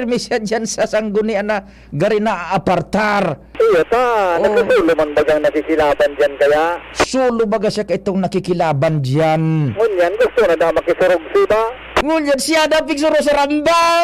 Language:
Bikol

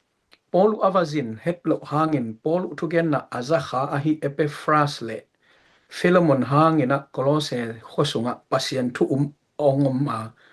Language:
Tedim Chin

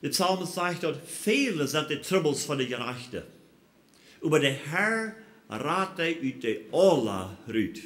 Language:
Plautdietsch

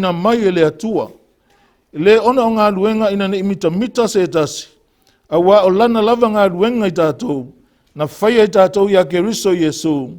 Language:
Samoan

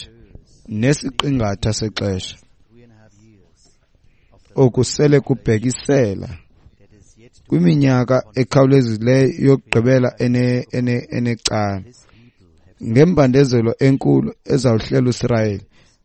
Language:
Xhosa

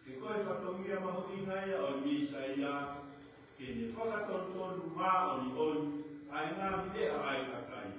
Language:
Tongan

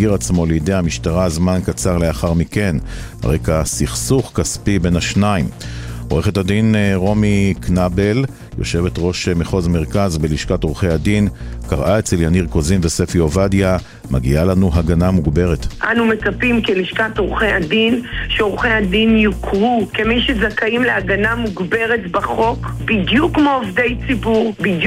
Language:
Hebrew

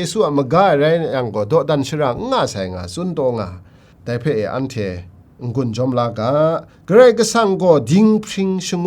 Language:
Kachin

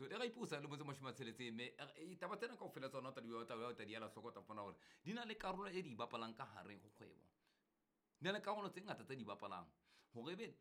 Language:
Southern Sotho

